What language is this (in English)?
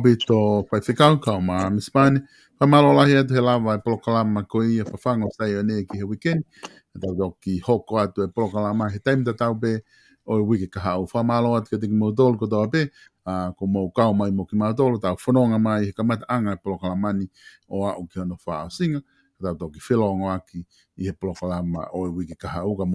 Tongan